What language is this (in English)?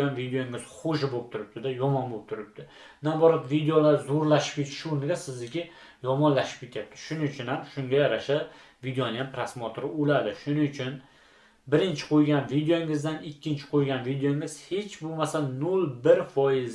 Uzbek